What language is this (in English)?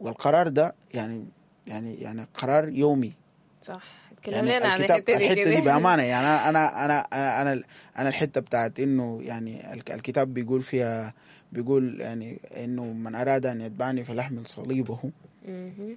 Sudanese Arabic